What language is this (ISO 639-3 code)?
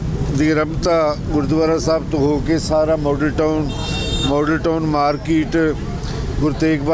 pan